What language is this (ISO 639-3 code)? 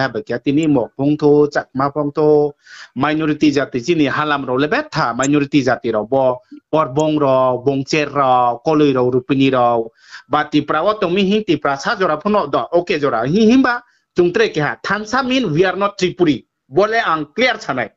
ria